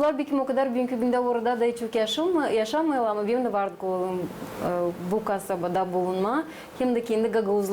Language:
Gagauz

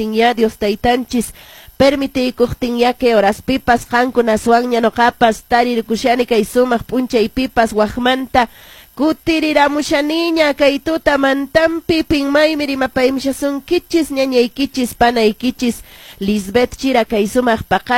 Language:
Quechua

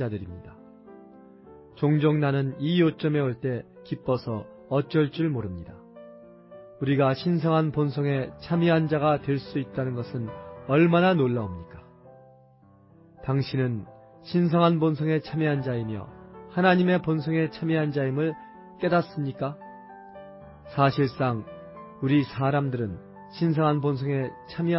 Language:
Korean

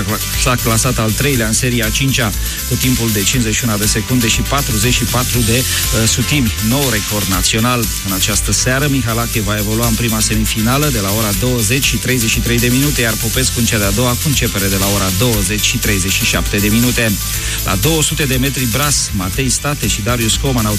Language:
Romanian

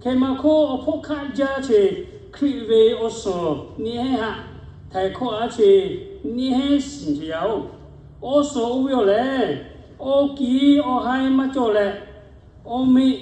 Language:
Lahu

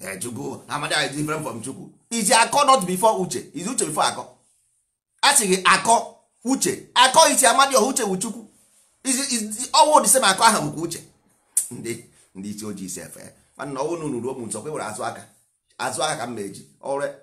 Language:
Igbo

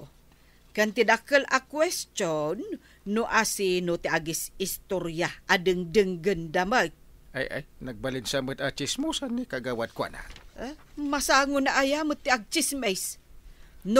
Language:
Iloko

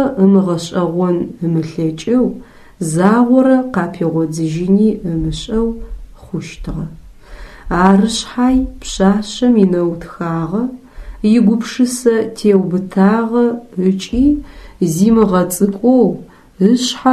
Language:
Adyghe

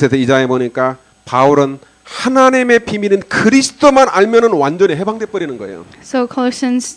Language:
Korean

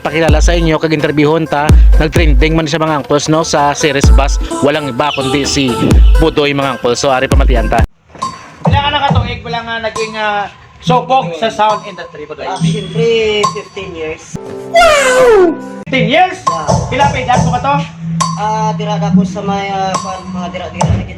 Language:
Hiligaynon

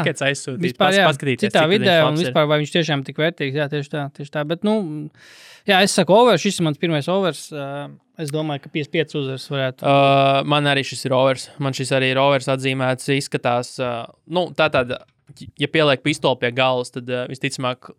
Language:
Latvian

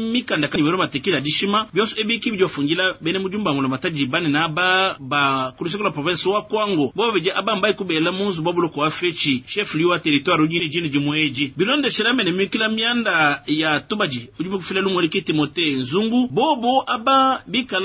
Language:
Luba-Lulua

